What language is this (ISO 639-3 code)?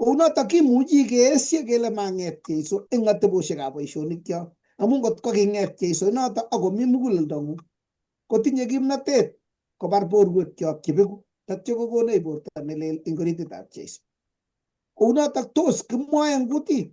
kln